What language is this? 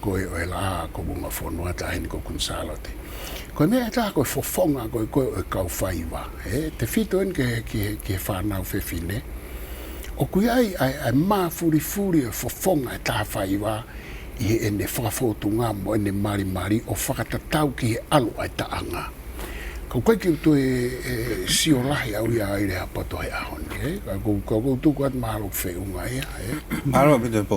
Tongan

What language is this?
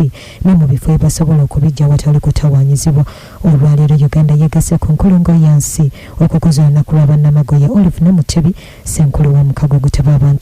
Ganda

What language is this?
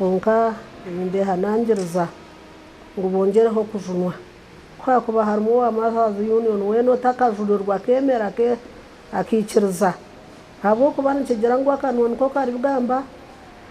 Nyankole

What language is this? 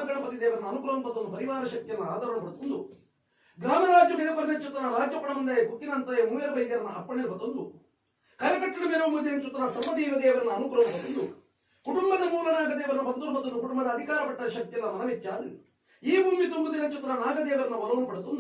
Tulu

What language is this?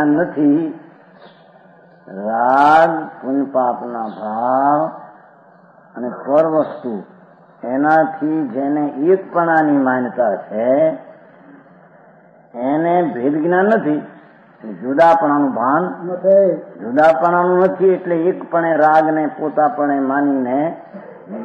Gujarati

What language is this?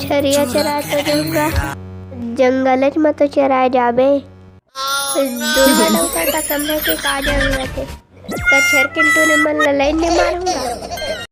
Chhattisgarhi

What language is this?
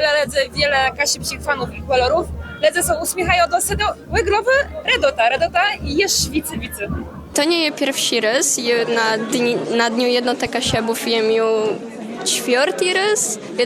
Kashubian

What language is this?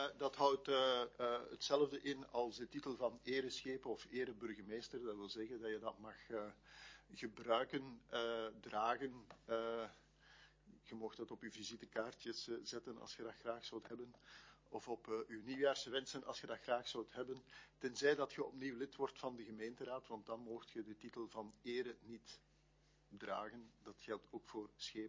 Dutch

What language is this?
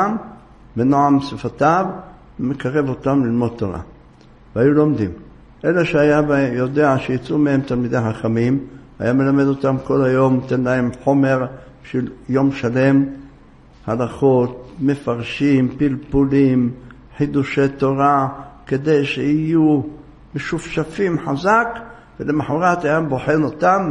Hebrew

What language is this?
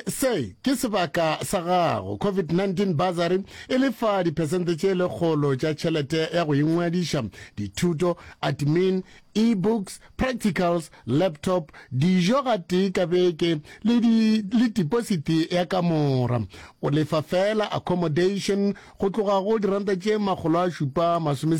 Northern Sotho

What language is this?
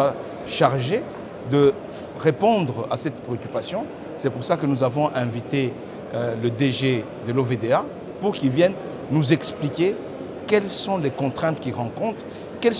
French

